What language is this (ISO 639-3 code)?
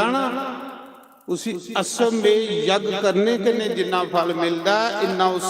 doi